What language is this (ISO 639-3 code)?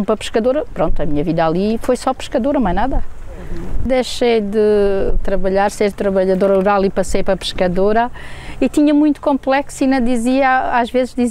por